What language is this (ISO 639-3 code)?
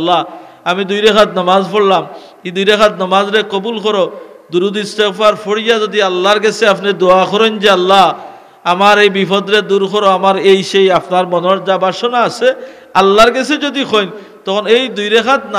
syl